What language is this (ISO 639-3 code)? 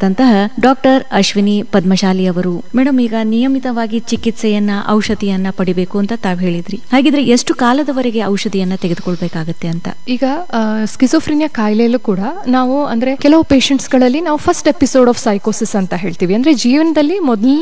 kan